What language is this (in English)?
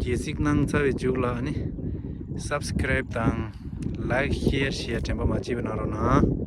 Tibetan